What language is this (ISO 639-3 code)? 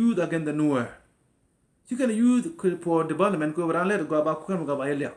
nus